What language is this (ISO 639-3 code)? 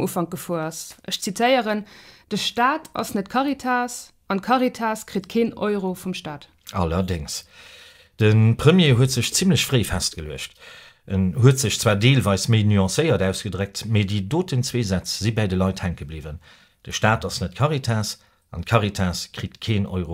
ltz